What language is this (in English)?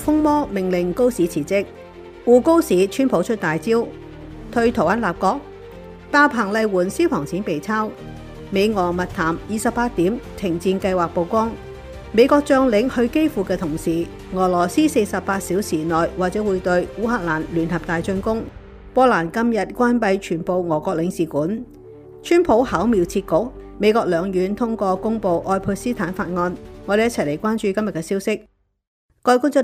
Cantonese